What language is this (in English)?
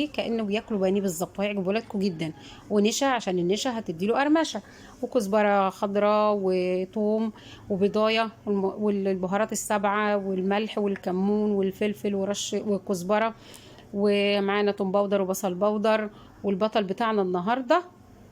Egyptian Arabic